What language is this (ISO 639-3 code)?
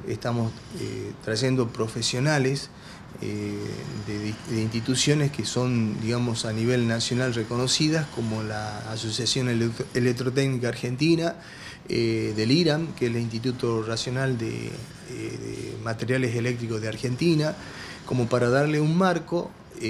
spa